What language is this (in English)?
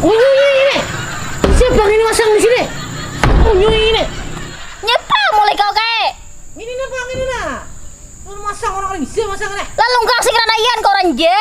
Banjar